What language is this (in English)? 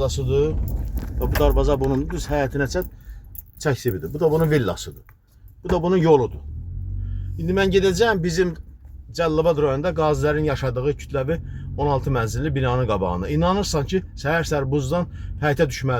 Azerbaijani